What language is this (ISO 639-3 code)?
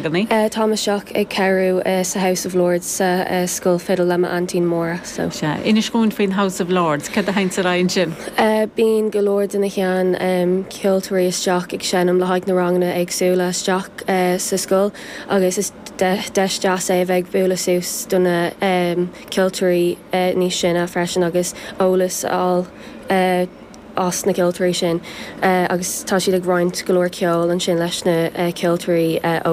gle